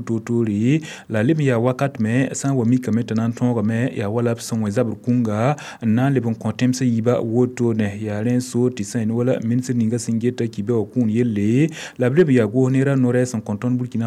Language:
Mossi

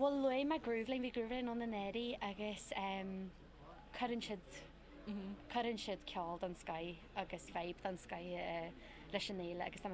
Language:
Irish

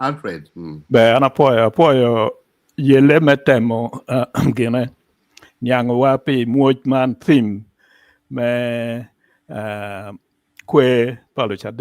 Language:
Acoli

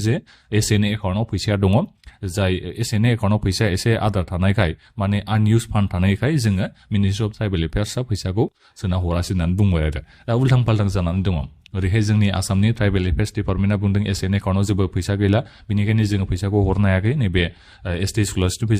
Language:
Bodo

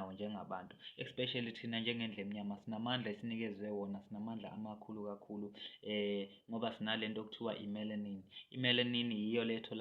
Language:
Zulu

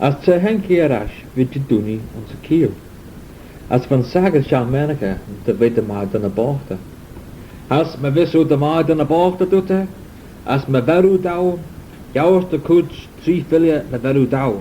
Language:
Manx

